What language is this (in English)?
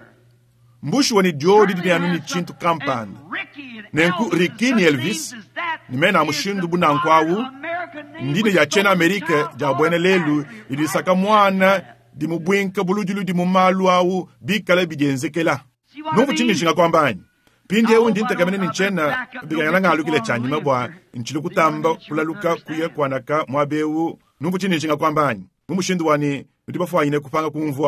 Luba-Lulua